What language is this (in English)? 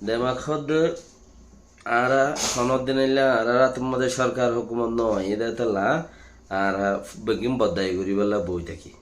Rohingya